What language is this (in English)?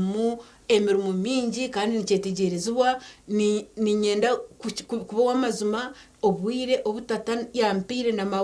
Nyankole